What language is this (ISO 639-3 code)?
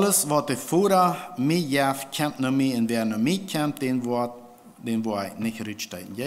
pdt